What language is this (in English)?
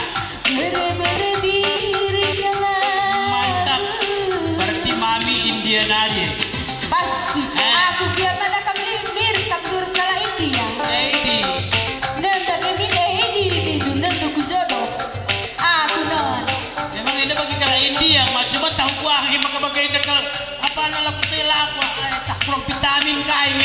Batak Karo